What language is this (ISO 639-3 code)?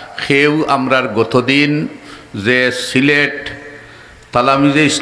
syl